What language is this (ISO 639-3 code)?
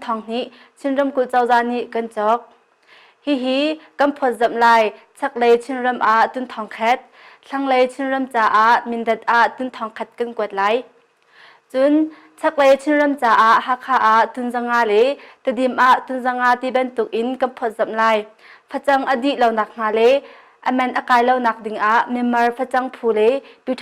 cnh